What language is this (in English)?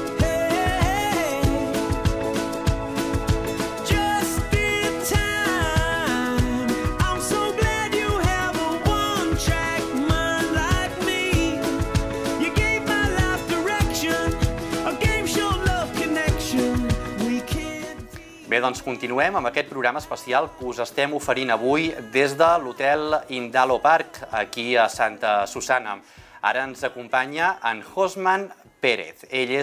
Catalan